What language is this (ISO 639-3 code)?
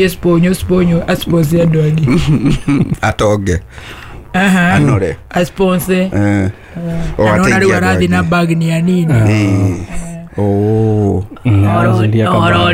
kik